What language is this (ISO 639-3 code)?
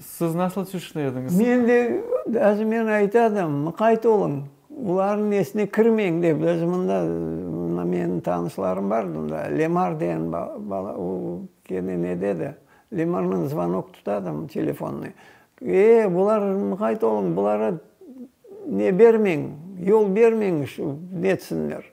crh